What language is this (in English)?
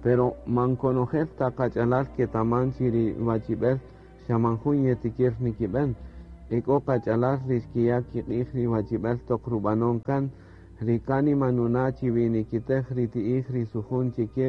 Kaqchikel